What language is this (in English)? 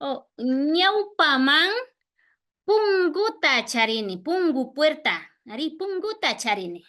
Imbabura Highland Quichua